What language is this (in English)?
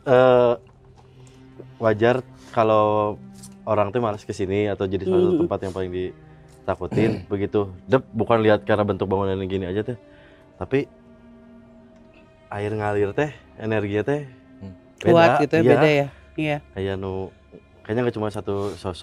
Indonesian